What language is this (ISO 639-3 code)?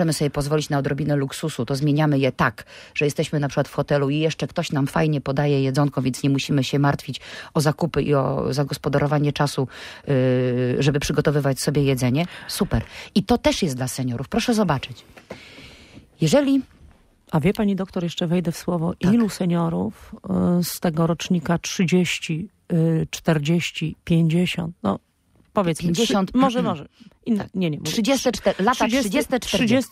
pol